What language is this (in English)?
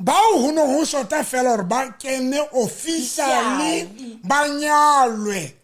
Southern Sotho